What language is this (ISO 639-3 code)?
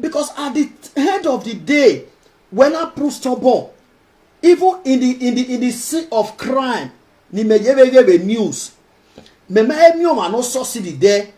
pcm